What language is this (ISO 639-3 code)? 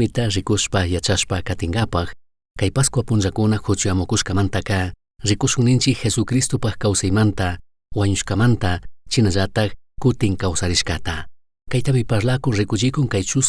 qug